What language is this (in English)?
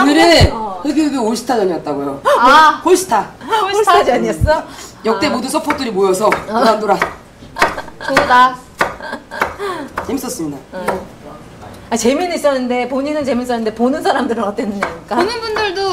Korean